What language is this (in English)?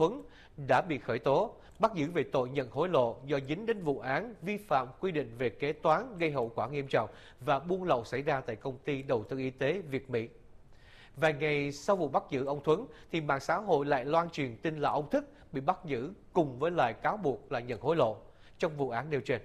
Vietnamese